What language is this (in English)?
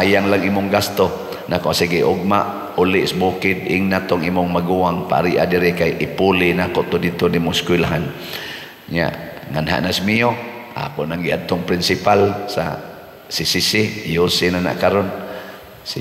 Cebuano